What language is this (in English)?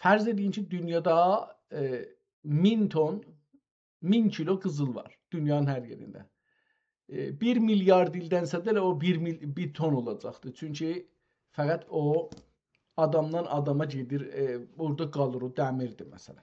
South Azerbaijani